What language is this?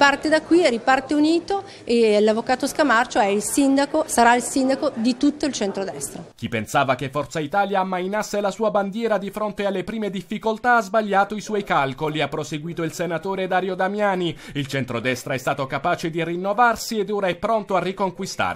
Italian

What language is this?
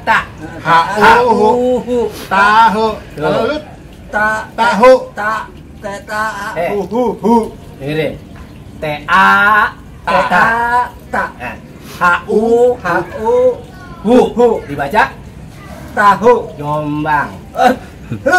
Betawi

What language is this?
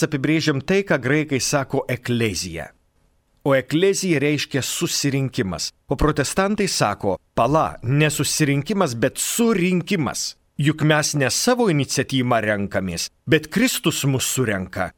Lithuanian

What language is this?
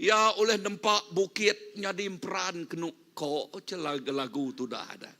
Iban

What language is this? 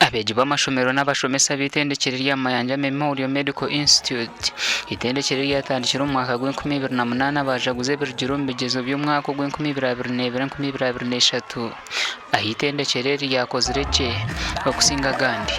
Nyankole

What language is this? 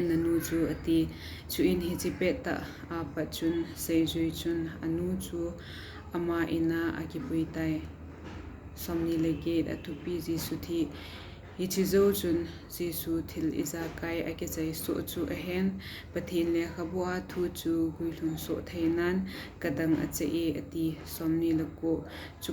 Thado Chin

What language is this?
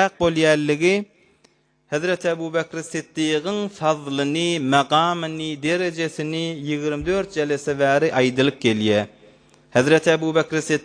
Turkmen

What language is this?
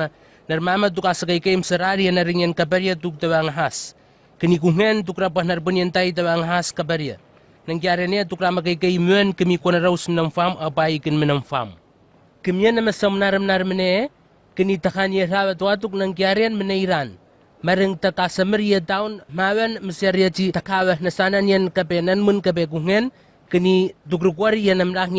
Southwest Tanna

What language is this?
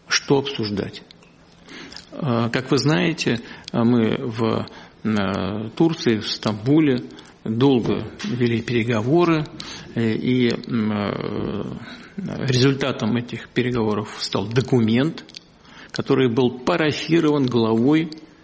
Russian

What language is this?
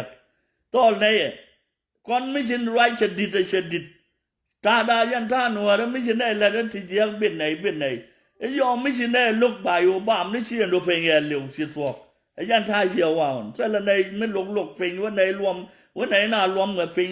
Nuer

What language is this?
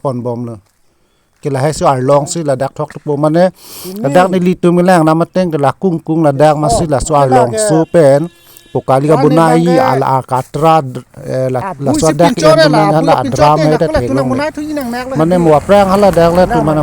Karbi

